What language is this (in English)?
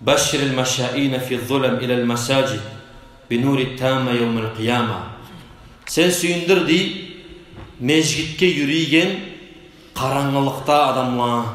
Kumyk